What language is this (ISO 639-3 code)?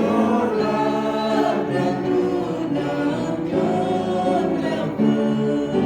cmo